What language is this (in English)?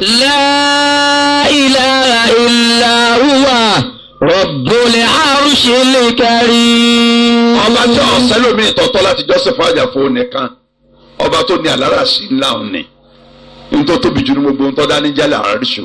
Yoruba